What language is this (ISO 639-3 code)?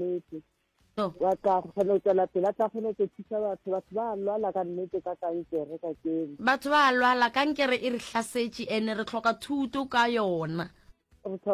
nso